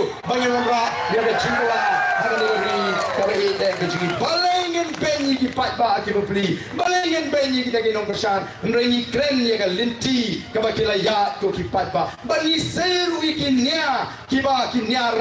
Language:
Khasi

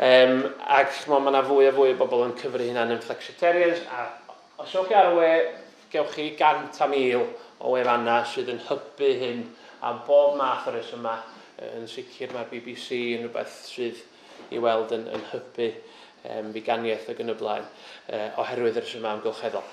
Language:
Welsh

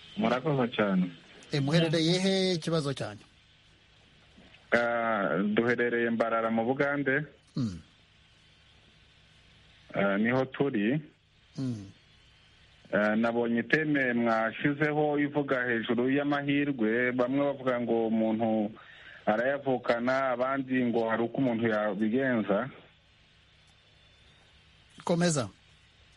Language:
Kinyarwanda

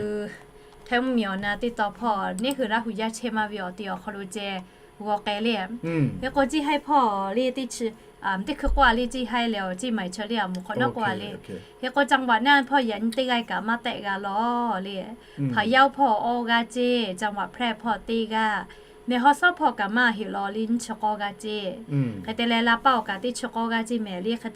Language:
Lahu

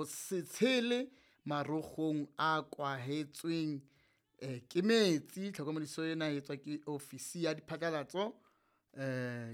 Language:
Southern Sotho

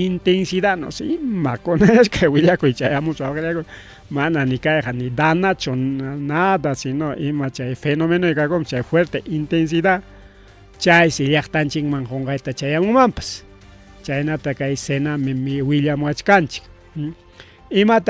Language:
Ayacucho Quechua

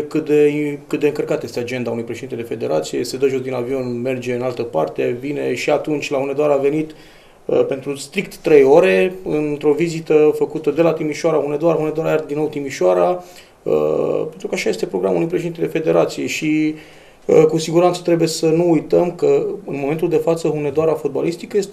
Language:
Romanian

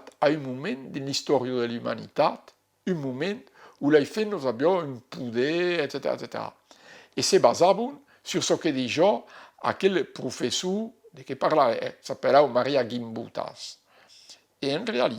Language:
Occitan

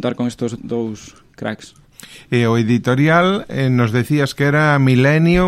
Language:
Galician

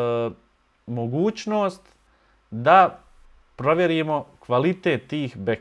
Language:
Bosnian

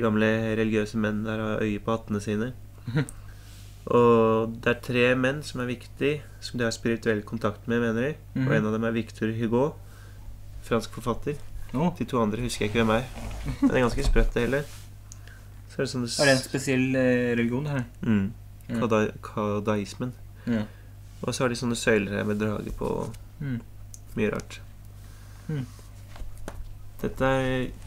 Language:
Norwegian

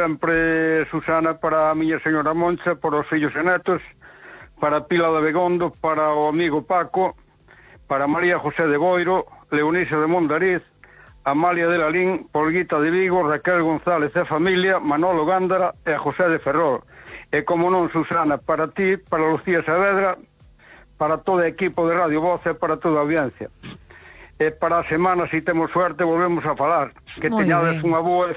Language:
Galician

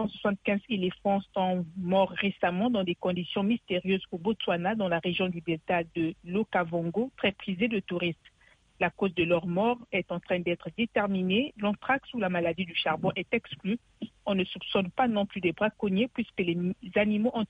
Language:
French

